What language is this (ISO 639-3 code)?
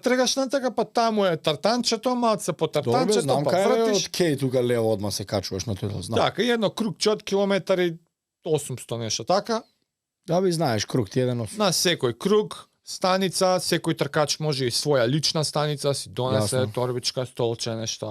mkd